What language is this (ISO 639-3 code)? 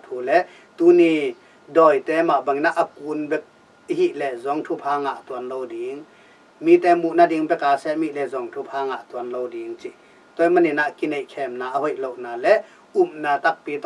ctd